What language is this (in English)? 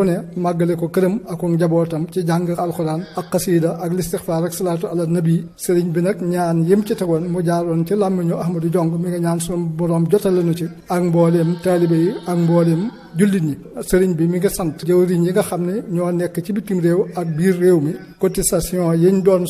Wolof